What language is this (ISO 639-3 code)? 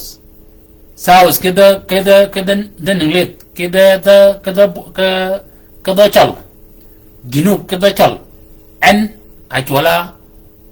shk